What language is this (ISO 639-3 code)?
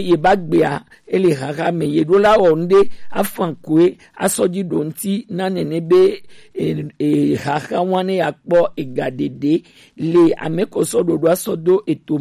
gej